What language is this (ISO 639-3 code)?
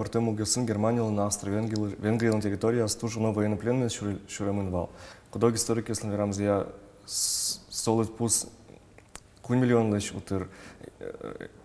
udm